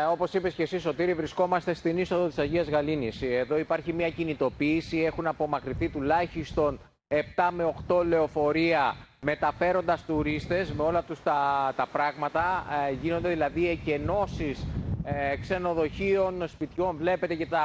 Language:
Greek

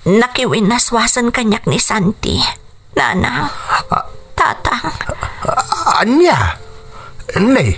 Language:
Iloko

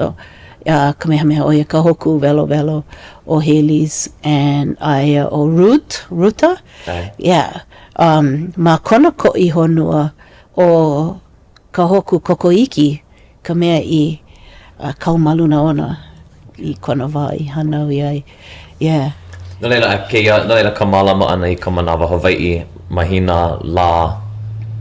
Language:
Hawaiian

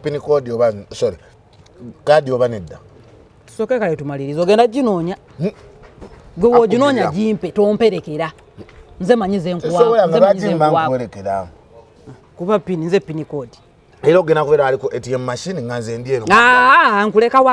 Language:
Ganda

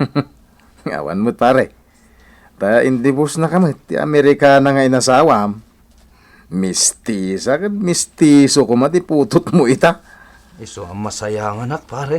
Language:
Iloko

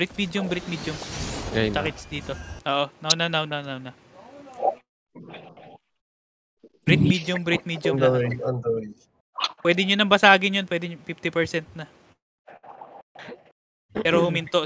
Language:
Filipino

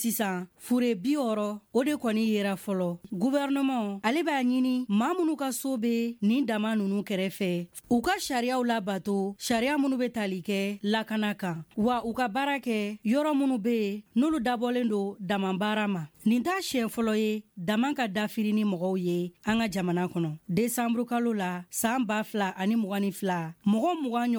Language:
Bambara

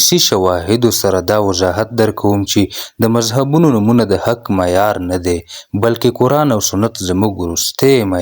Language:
Pashto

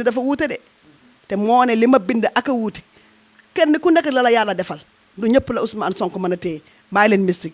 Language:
Wolof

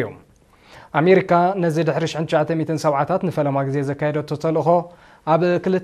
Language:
Tigrinya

